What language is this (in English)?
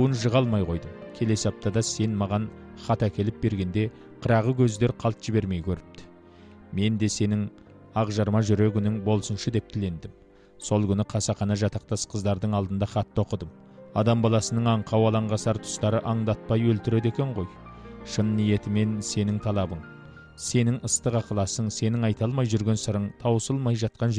Kazakh